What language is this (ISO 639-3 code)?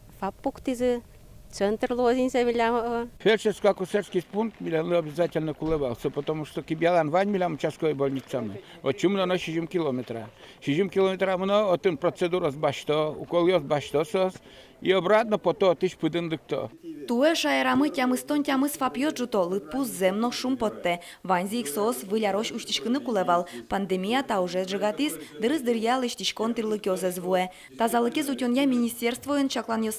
udm